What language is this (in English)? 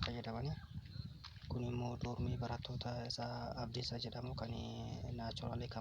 Oromo